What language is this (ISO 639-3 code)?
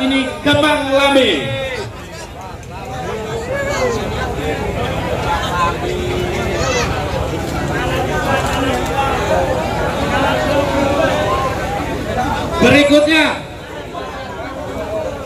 ind